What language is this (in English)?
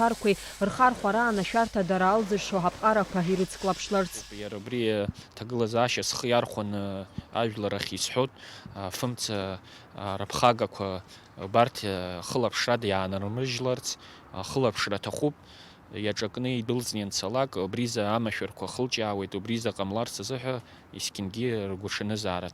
Abkhazian